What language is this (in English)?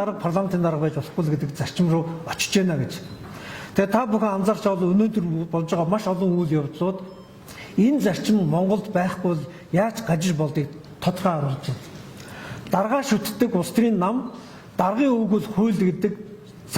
Mongolian